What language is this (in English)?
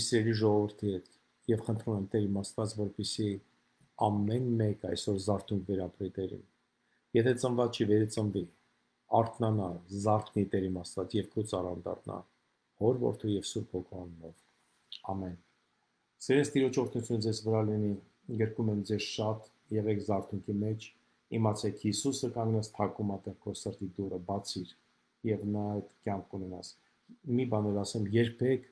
Armenian